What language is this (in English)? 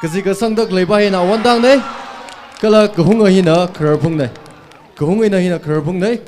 Tangkhul Naga (India)